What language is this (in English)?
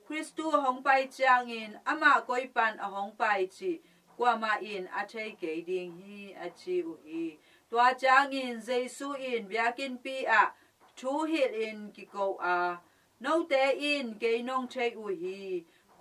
Tedim Chin